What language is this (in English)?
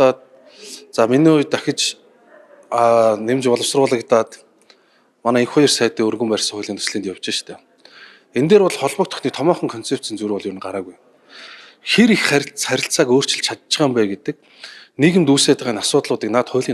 Mongolian